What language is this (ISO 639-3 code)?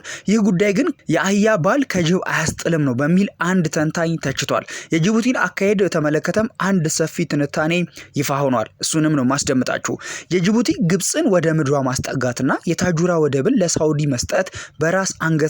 amh